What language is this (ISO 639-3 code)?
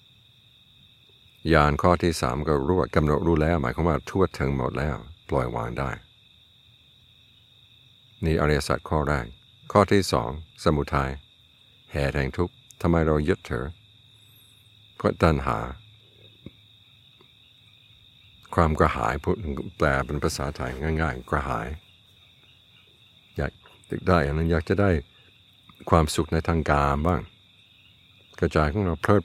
tha